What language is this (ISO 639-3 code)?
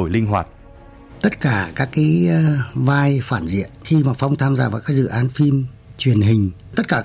vie